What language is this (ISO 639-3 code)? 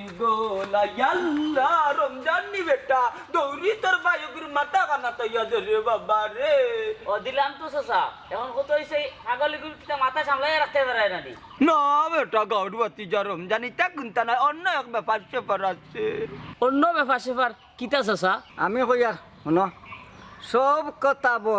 syl